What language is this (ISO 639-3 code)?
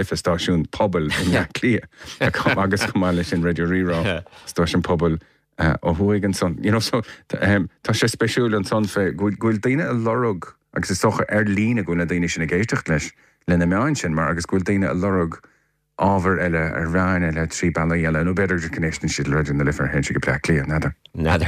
gle